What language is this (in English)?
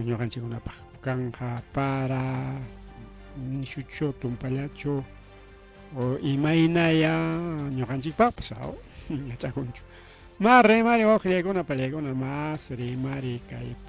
Ayacucho Quechua